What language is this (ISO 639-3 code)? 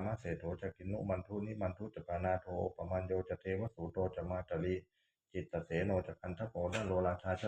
pli